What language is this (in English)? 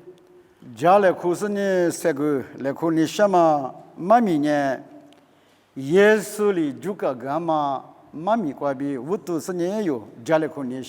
Lisu